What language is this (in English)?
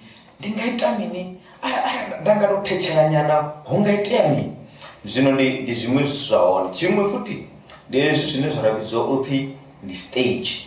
Venda